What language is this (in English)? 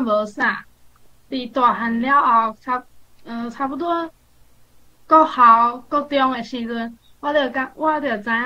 Min Nan Chinese